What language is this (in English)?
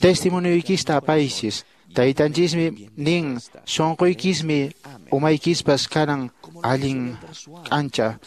Quechua